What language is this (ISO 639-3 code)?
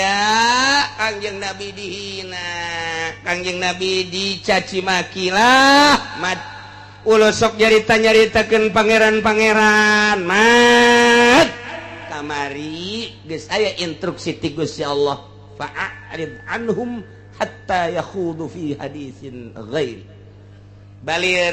sun